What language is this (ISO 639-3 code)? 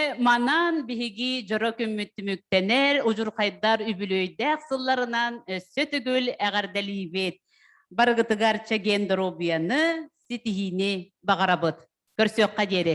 sah